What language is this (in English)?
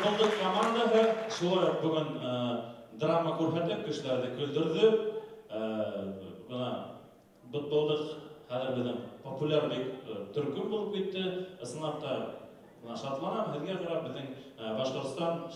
Bashkir